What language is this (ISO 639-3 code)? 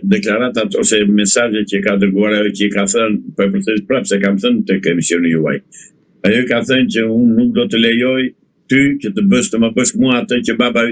sqi